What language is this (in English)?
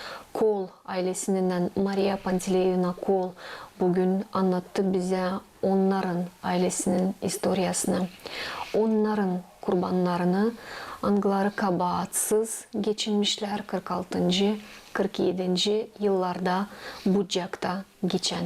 Gagauz